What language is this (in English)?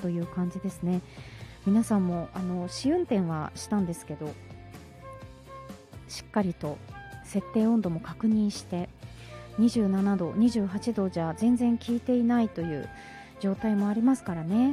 Japanese